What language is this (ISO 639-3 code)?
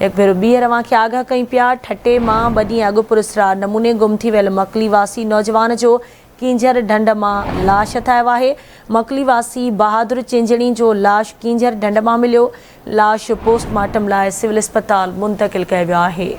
snd